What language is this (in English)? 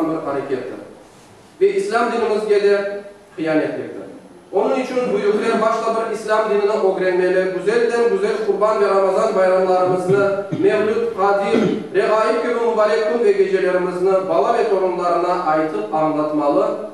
Crimean Tatar